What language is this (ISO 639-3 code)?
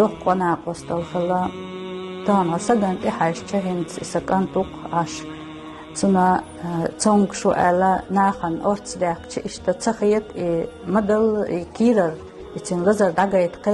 che